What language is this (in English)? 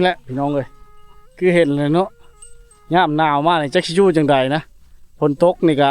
Lao